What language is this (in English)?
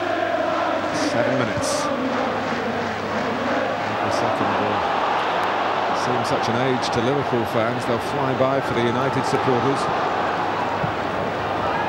English